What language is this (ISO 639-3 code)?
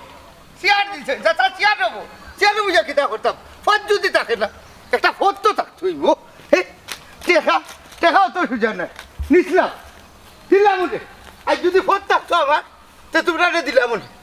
syl